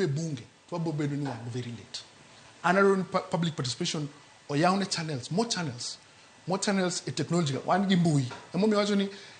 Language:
Luo (Kenya and Tanzania)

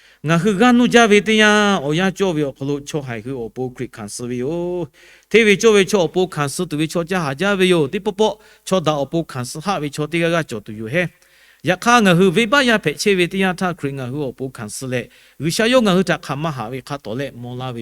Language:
Lahu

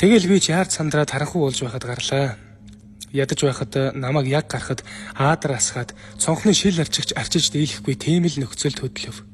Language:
Mongolian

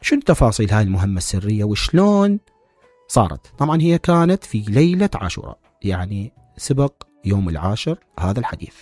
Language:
Mesopotamian Arabic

